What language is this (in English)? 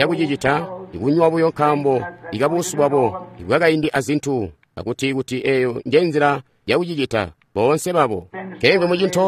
Tonga (Zambia)